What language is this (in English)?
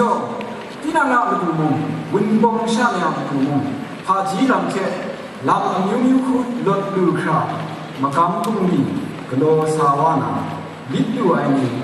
Kachin